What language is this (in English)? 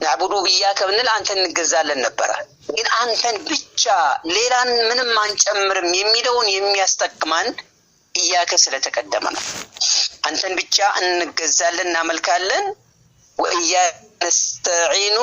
Amharic